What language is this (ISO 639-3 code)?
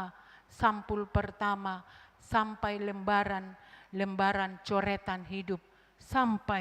bbc